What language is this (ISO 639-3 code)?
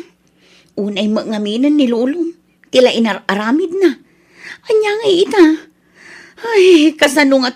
ilo